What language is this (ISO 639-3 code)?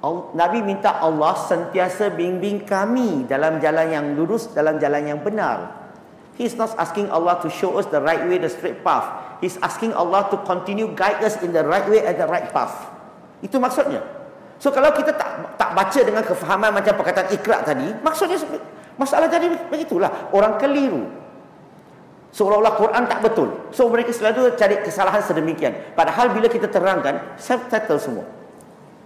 msa